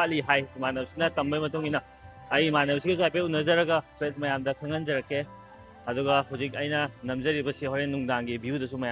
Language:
Manipuri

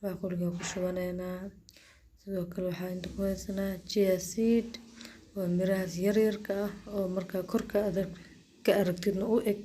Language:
Somali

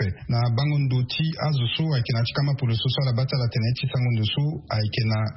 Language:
Sango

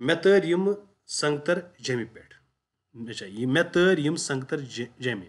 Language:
Kashmiri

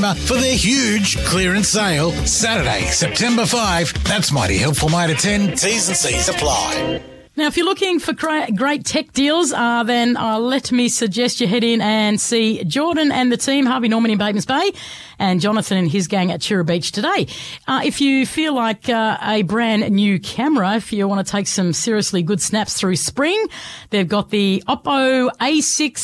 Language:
English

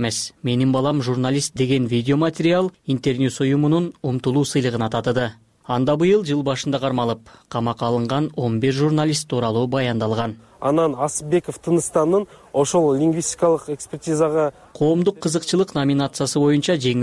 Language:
Kyrgyz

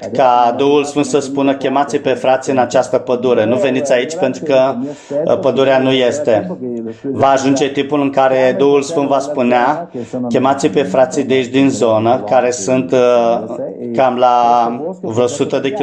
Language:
Romanian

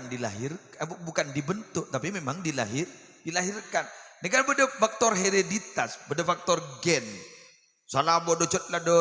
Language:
Madurese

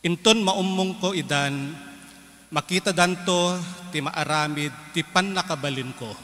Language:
Iloko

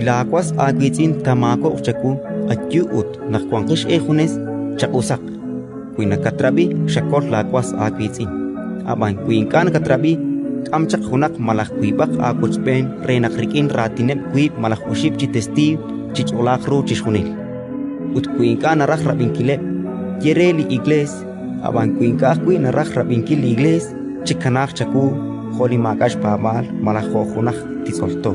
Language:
Kekchí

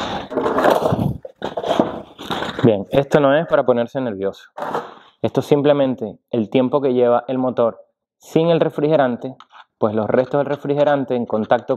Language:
Spanish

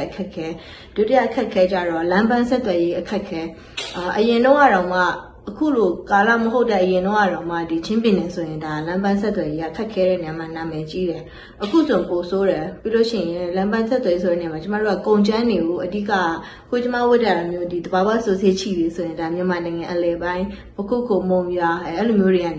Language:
Burmese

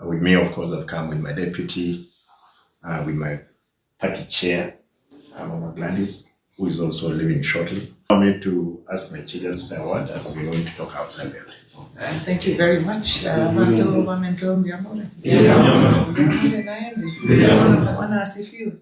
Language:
Gusii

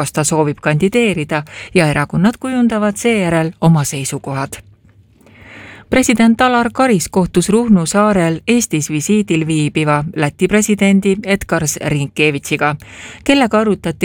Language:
Estonian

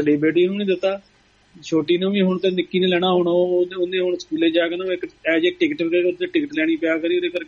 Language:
Punjabi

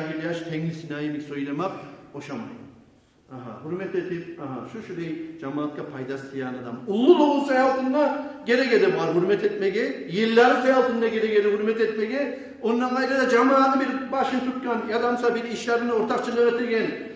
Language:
Kumyk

